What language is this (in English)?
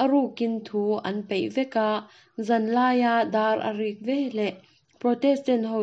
Mizo